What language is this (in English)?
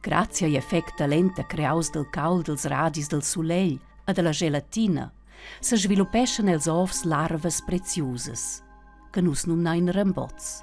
Romansh